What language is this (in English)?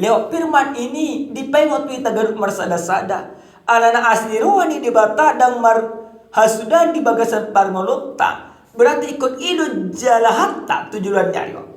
Batak Toba